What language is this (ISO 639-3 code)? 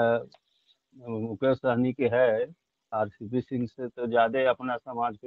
mag